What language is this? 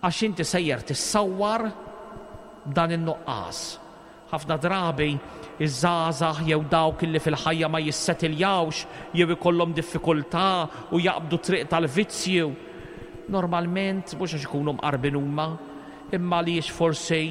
Maltese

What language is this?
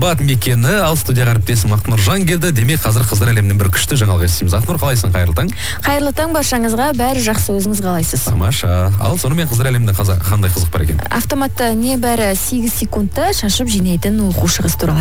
Kazakh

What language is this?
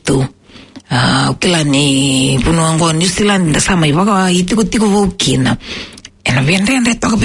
Fijian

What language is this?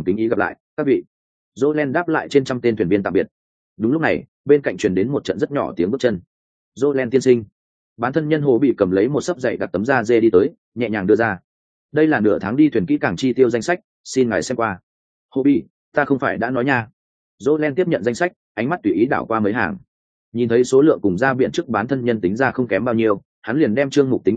Vietnamese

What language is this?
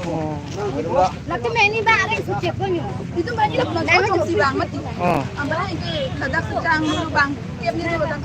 Karbi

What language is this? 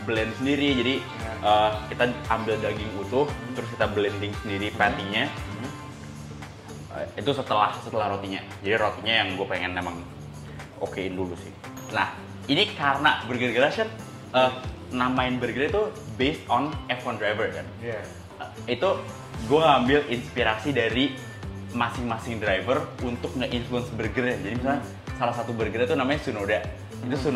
Indonesian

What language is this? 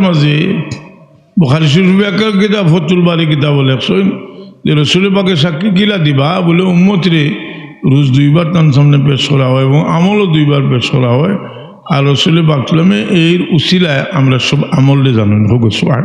Sylheti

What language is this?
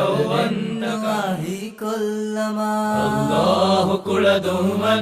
Divehi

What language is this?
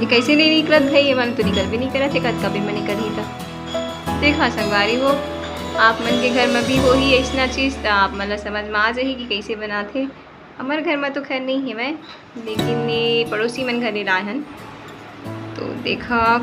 Chhattisgarhi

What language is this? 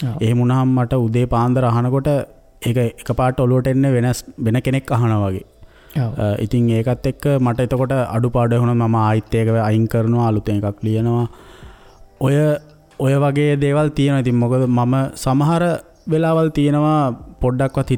Sinhala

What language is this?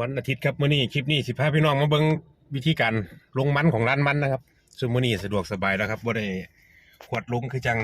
Northeastern Thai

